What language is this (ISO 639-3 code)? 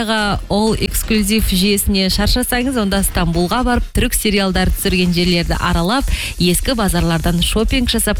kaz